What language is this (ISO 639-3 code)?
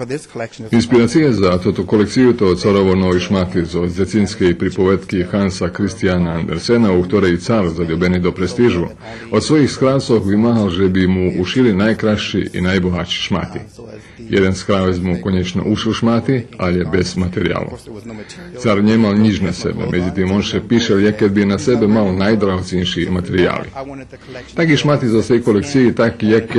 rue